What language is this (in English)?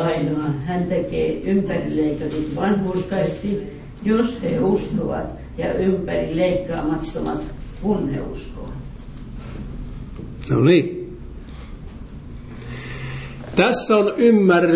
Finnish